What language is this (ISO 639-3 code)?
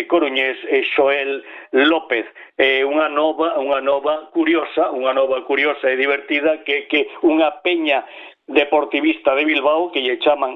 glg